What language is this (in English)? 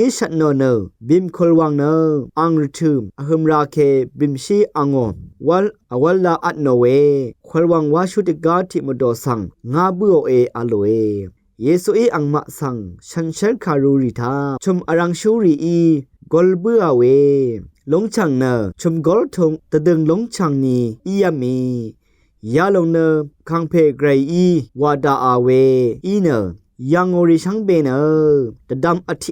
Rawang